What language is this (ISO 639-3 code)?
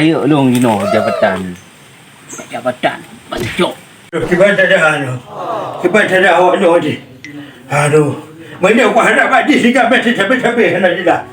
ace